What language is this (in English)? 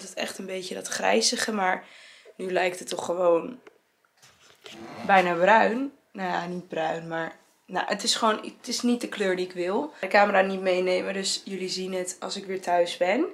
Dutch